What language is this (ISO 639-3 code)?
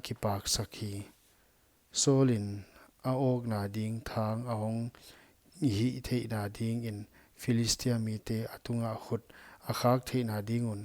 pck